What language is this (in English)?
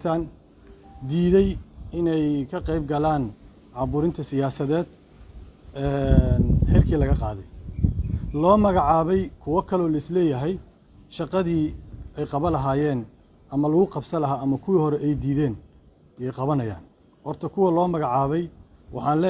Somali